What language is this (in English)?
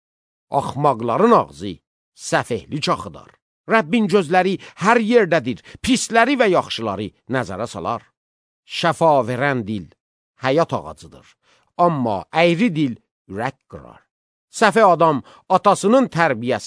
Azerbaijani